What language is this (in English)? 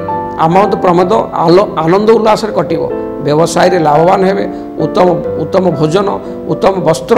Odia